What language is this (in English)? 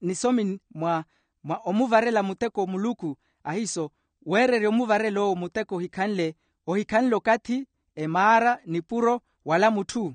Makhuwa